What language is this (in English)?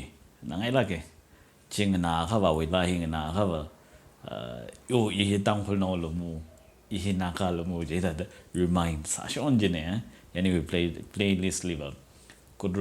Tangkhul Naga (India)